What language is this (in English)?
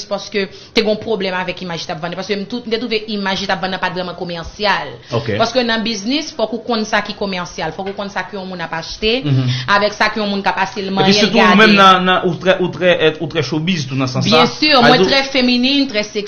Haitian Creole